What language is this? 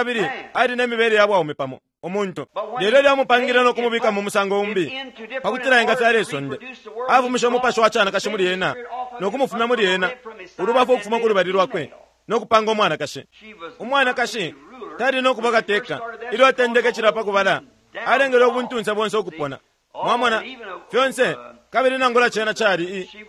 Bemba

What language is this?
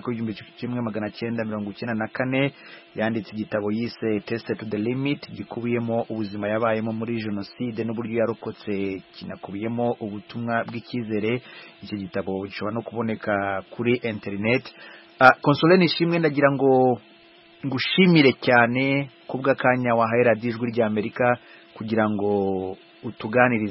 Kinyarwanda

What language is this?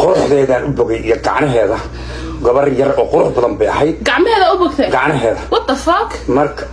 Somali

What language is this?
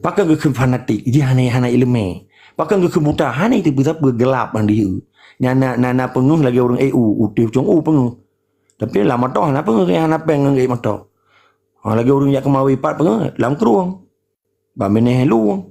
Achinese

